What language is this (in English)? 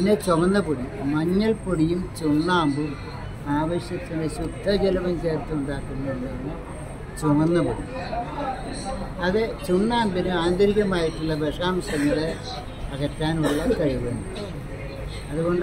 Malayalam